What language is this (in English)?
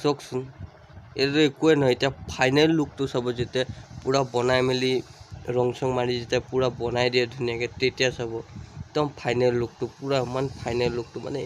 Assamese